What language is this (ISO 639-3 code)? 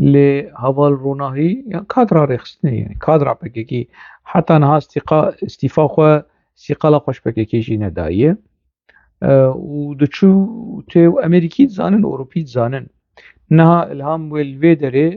kur